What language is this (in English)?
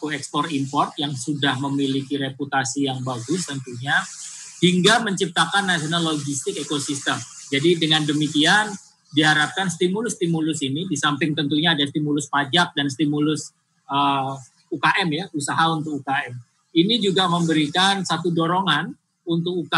Indonesian